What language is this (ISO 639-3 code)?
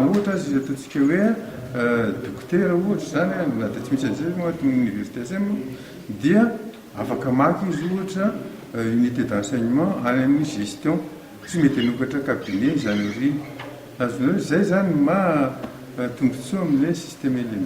mlg